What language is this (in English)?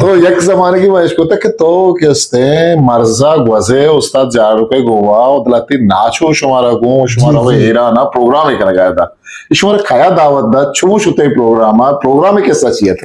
Eastern Balochi